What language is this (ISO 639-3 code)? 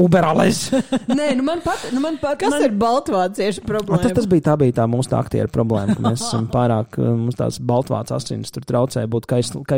lav